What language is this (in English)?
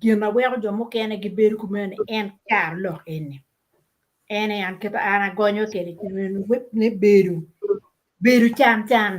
Acoli